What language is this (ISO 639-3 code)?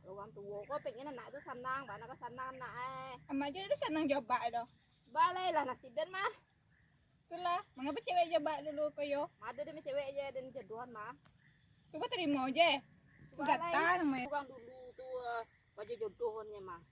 min